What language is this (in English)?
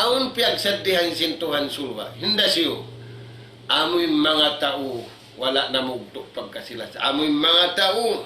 Tausug